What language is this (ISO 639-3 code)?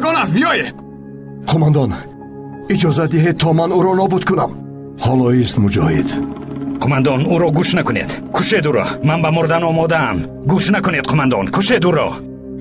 tgk